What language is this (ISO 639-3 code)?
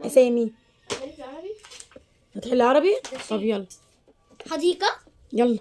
arz